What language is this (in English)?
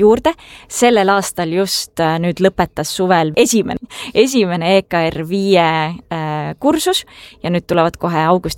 Estonian